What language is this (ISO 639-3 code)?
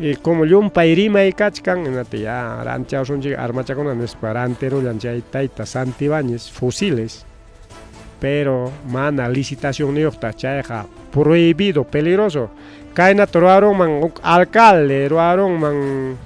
quy